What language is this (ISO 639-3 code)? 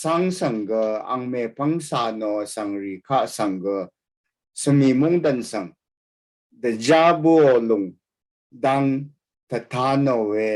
raw